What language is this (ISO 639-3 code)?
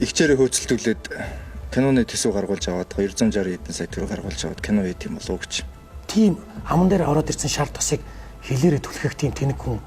mon